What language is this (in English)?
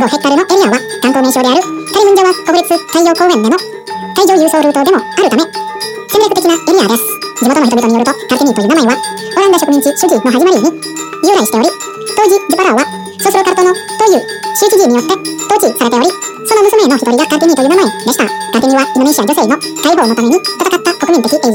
Japanese